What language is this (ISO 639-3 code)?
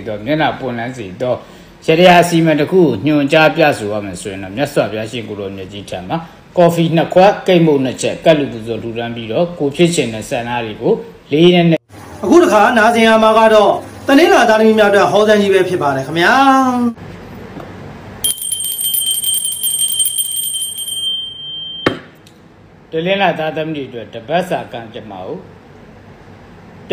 mya